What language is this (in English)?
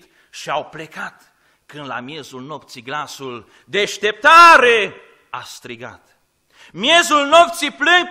Romanian